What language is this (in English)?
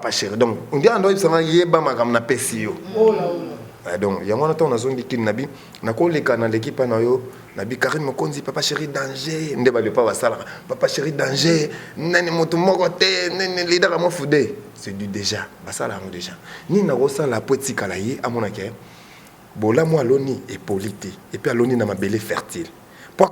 Lingala